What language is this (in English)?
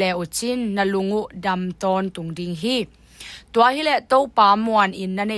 Tedim Chin